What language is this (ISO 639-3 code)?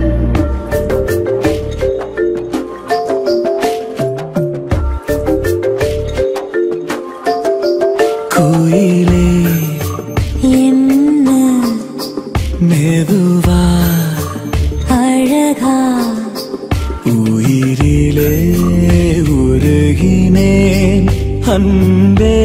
tam